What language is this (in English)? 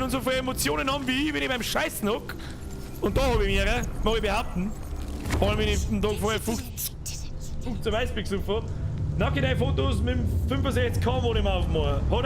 Bavarian